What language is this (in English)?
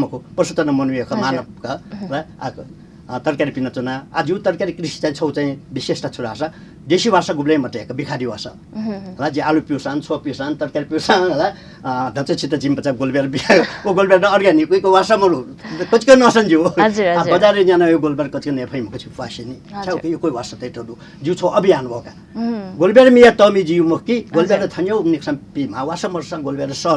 Newari